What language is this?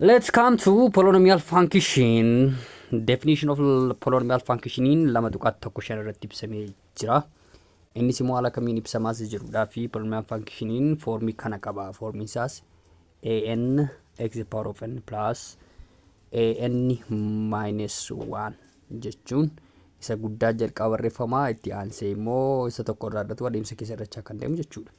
Oromo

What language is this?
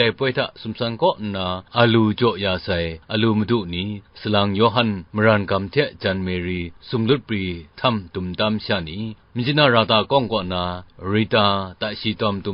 Kachin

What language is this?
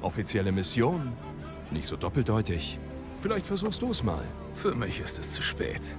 Bavarian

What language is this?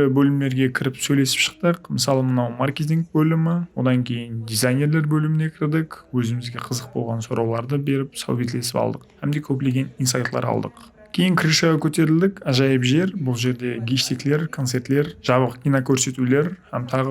Kara-Kalpak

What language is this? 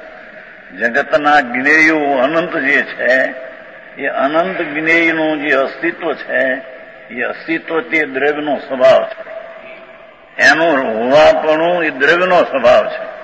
Gujarati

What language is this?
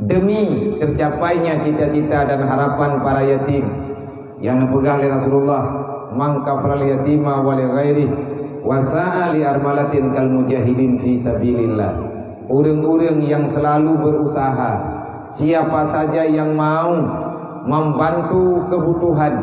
Achinese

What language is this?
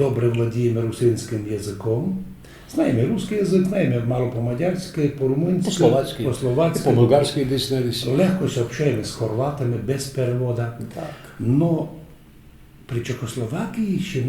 Rusyn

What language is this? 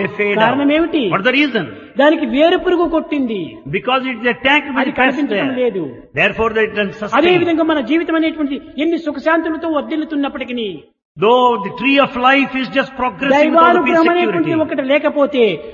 Telugu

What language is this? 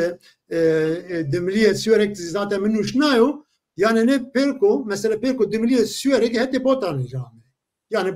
Zaza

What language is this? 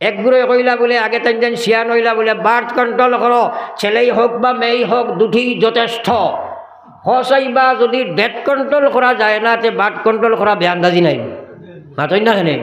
Sylheti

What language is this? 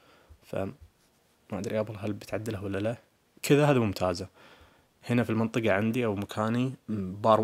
Najdi Arabic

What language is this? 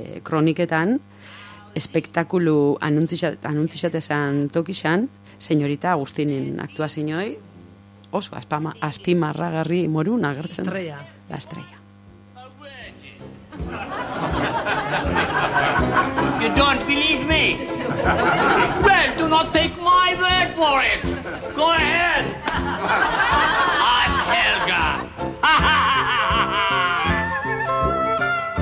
Basque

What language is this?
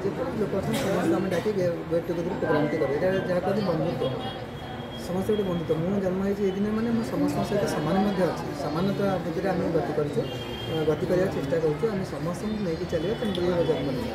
Odia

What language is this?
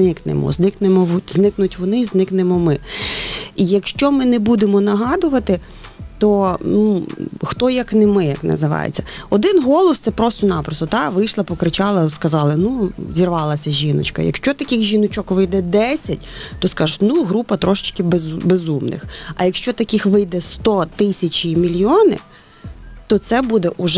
Ukrainian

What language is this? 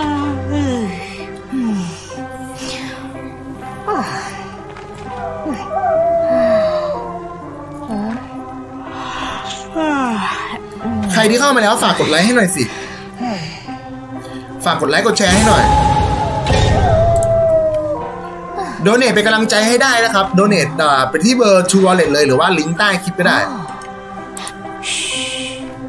Thai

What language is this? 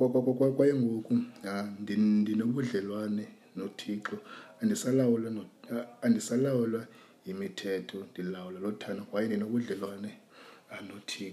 Xhosa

